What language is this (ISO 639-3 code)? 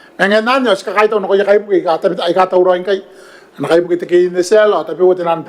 gil